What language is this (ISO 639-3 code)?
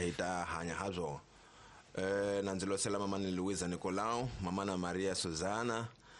tso